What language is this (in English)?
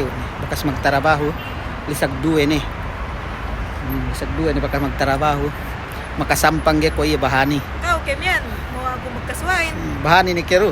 Yakan